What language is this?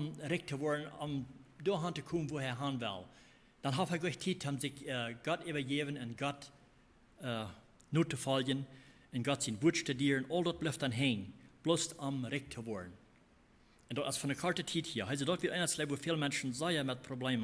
Plautdietsch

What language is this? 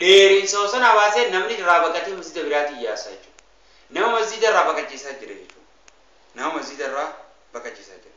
Oromo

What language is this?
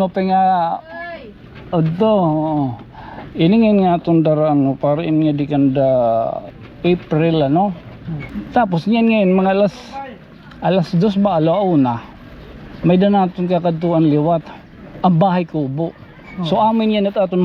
Waray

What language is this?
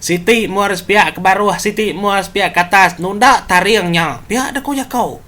Iban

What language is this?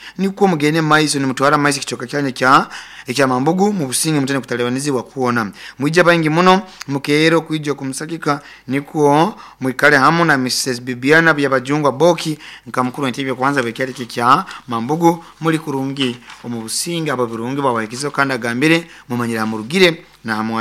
Nyoro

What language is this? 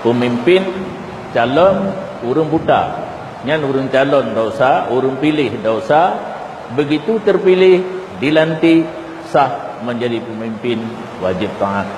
Achinese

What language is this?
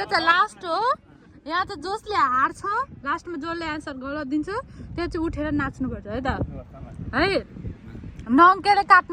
Nepali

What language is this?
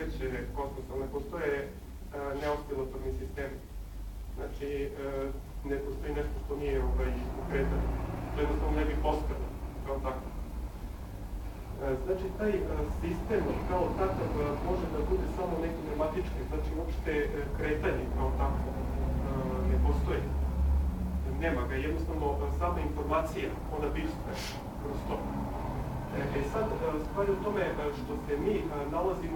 Serbian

